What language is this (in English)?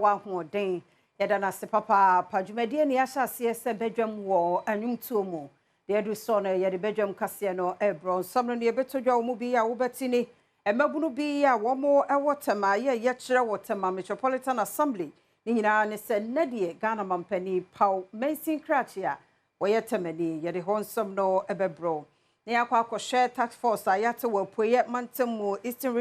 Akan